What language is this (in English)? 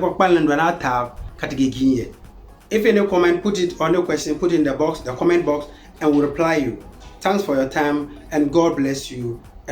Konkomba